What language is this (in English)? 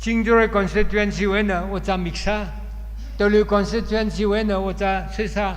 Tangkhul Naga (India)